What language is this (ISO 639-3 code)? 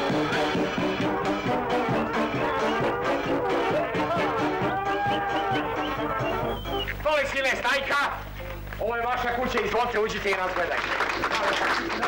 srp